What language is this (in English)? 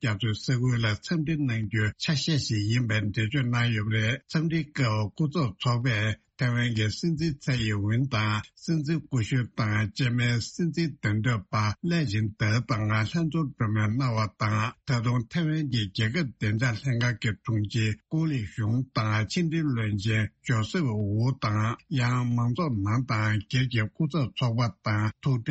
Tibetan